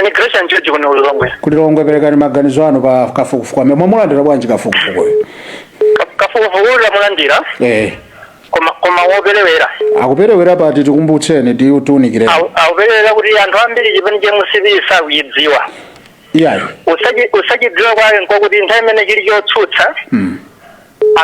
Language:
Nyanja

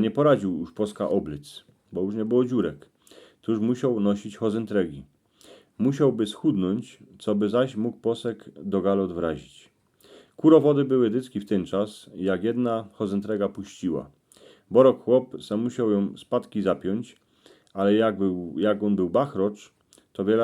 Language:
Silesian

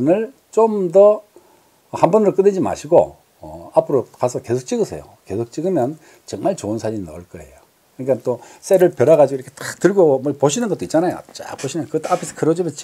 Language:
Korean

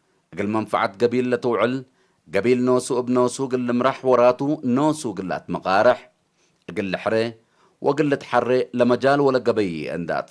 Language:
Tigre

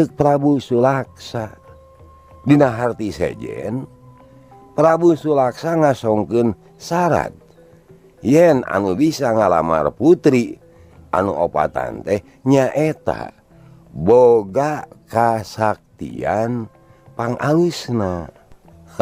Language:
Sundanese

